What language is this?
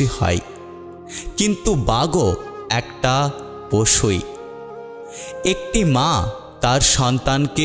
Bangla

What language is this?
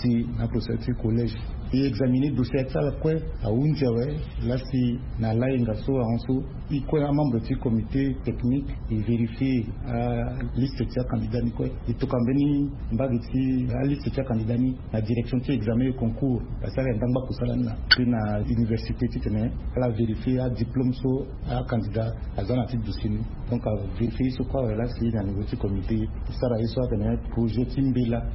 Sango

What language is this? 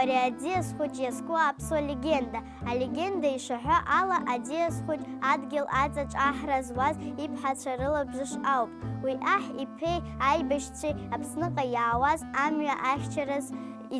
Abkhazian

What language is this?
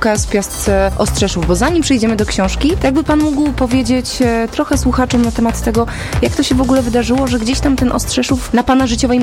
Polish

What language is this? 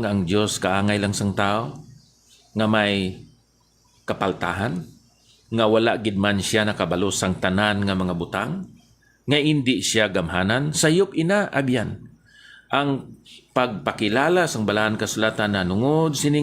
Hiligaynon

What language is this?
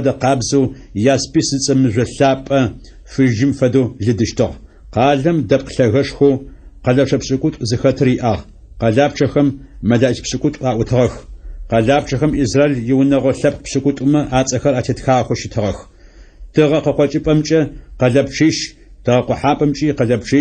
Adyghe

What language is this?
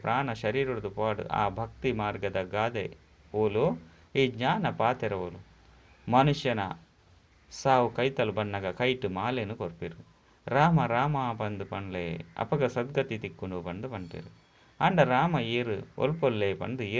Tulu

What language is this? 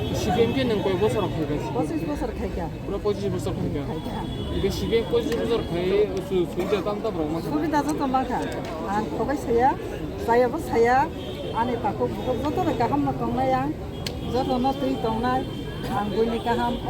Kok Borok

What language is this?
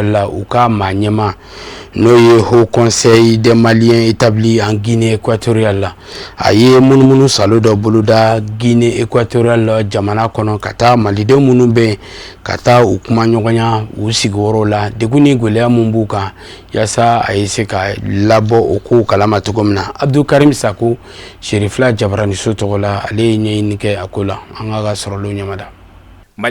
Bambara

